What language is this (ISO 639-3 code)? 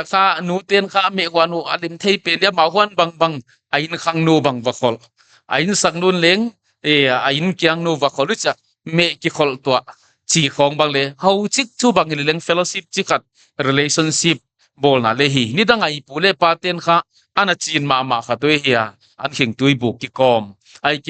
pck